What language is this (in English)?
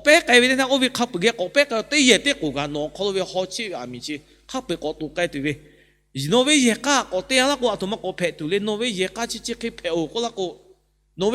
Lahu